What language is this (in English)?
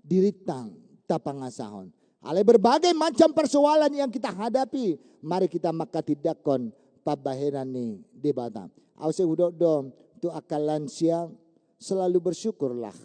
Batak Toba